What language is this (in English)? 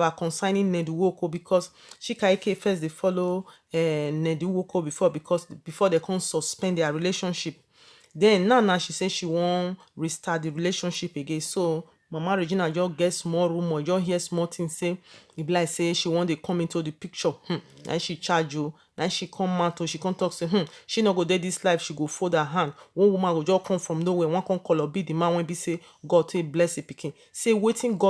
Nigerian Pidgin